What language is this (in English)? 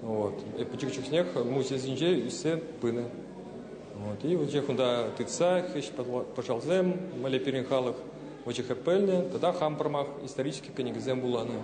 Chuvash